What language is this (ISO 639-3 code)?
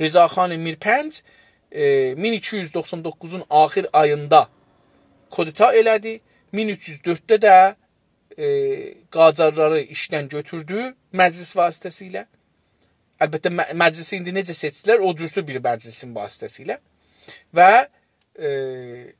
azb